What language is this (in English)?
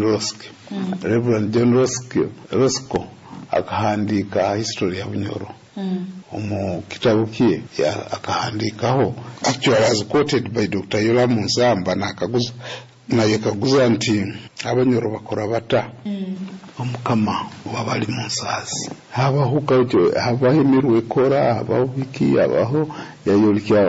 Nyoro